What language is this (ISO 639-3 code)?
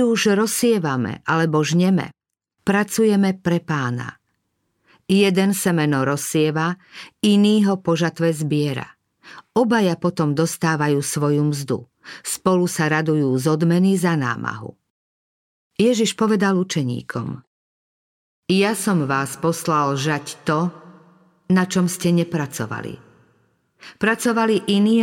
slk